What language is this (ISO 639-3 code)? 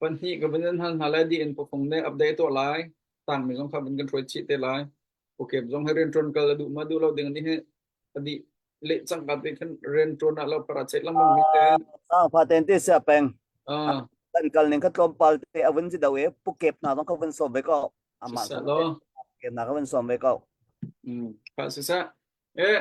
cnh